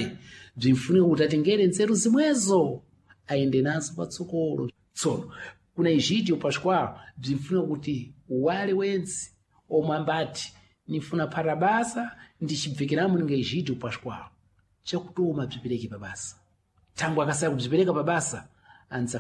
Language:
Sena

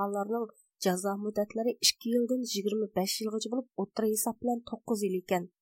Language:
Uyghur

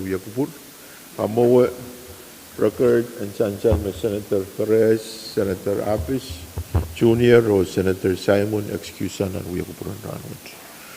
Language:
Pohnpeian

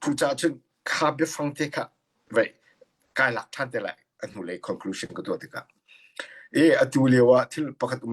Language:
Hakha Chin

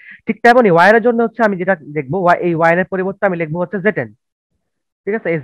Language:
Bangla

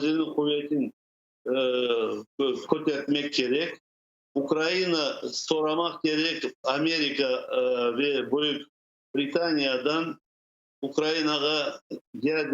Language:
Crimean Tatar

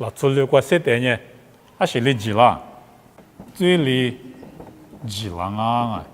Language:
Lisu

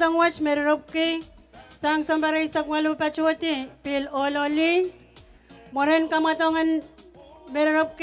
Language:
Pohnpeian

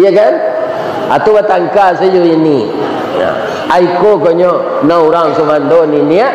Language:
Minangkabau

